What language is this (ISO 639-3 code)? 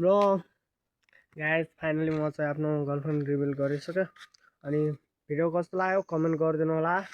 nep